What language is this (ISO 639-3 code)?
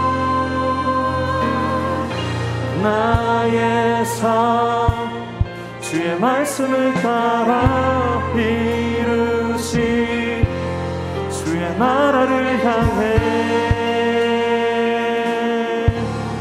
kor